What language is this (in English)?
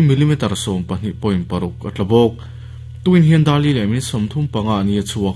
Mizo